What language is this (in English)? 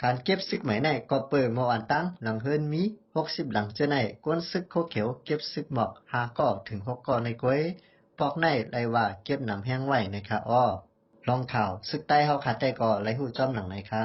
Shan